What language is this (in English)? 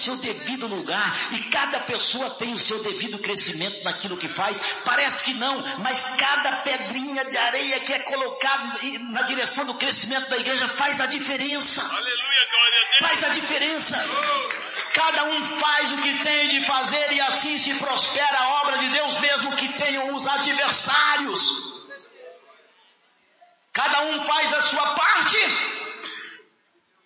Portuguese